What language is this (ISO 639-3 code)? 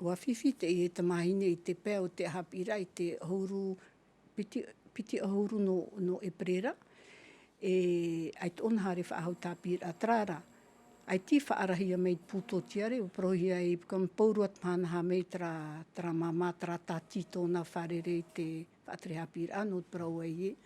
tah